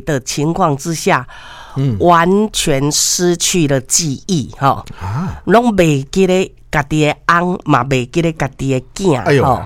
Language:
Min Nan Chinese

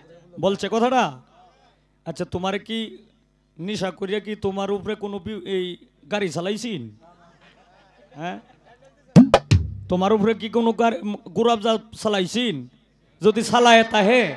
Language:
Bangla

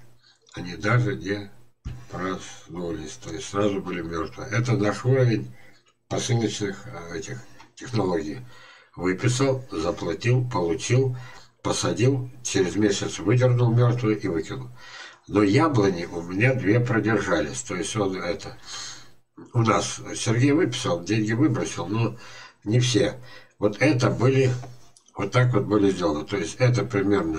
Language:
Russian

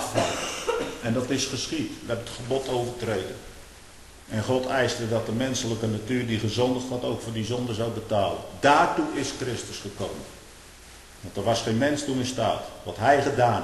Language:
Dutch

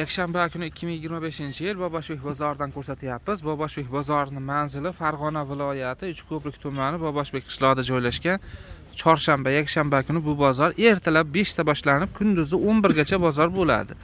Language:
Uzbek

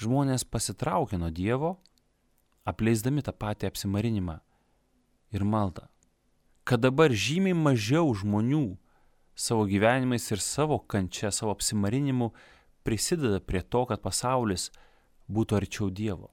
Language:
Lithuanian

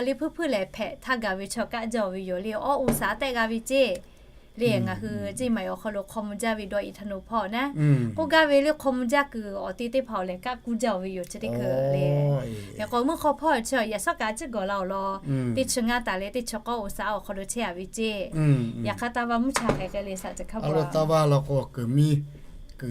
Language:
Lahu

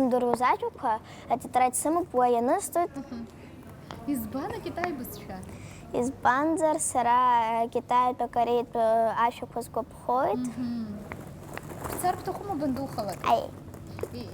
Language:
Abkhazian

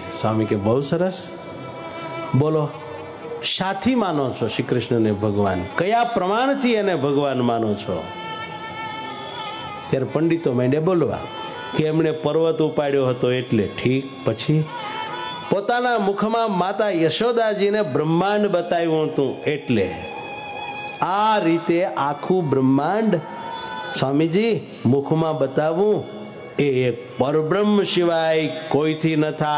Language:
Gujarati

